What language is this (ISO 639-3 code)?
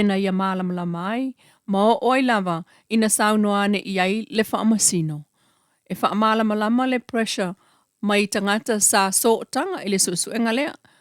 smo